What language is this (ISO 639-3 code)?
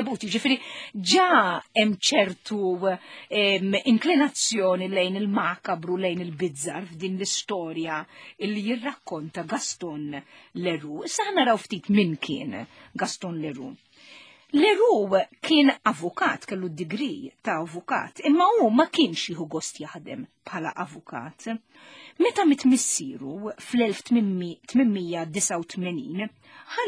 mlt